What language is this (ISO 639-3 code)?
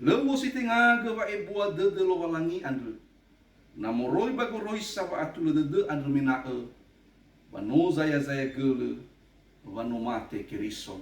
nia